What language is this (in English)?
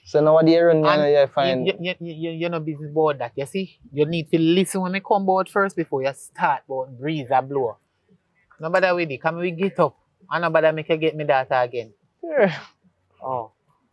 Jamaican Creole English